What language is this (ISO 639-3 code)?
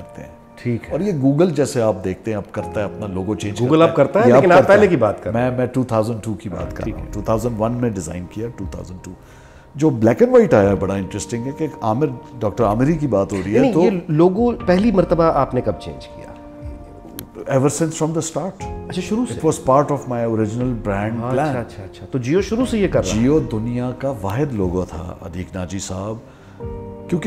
urd